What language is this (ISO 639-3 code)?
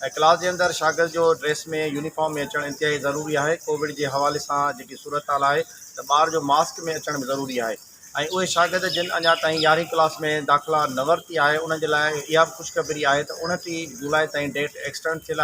snd